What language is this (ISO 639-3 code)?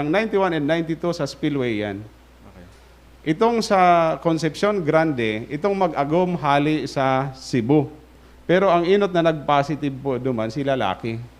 bik